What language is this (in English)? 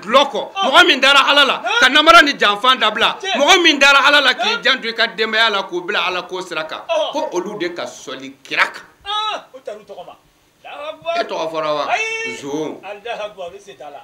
Bambara